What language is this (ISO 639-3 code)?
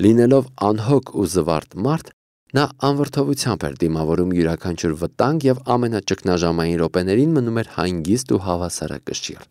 hye